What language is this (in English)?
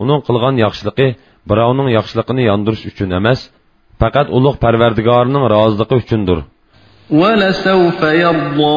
Uyghur